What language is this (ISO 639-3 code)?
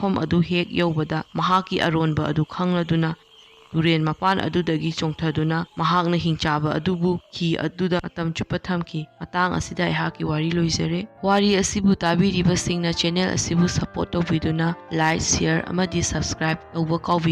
mni